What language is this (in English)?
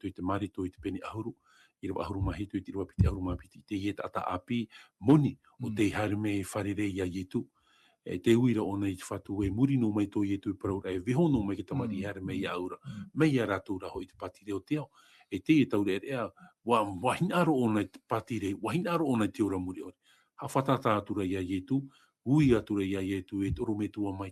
Tahitian